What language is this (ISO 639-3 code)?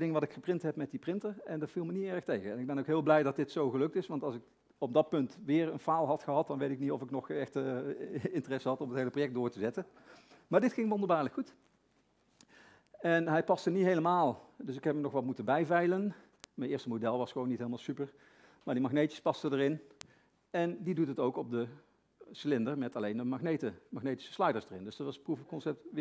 nld